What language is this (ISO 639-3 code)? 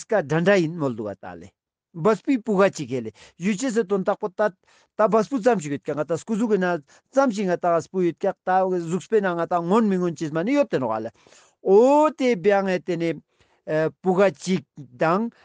lbj